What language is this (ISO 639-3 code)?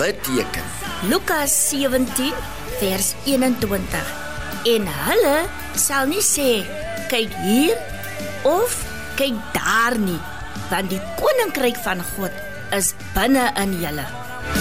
afr